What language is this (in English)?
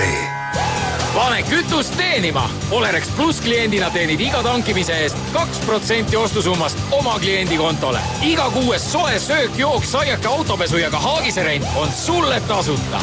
Estonian